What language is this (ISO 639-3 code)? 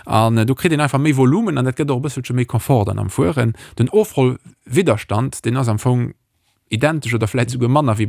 ltz